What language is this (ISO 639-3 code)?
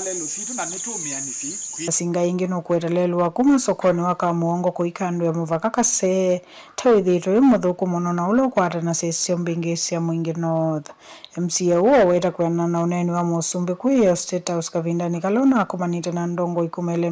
kam